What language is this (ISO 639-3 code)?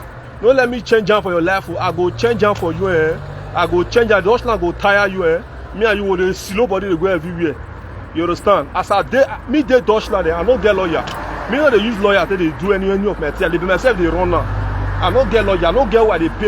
pcm